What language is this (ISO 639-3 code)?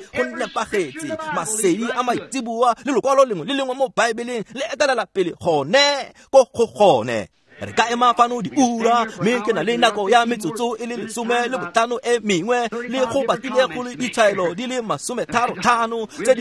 tsn